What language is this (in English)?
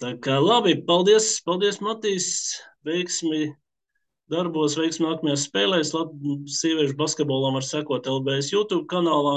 Latvian